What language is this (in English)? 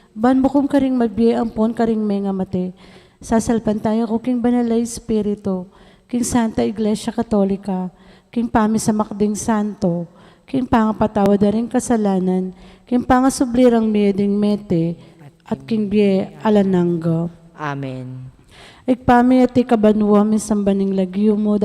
Pampanga